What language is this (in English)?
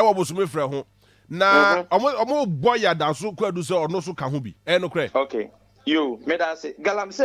Akan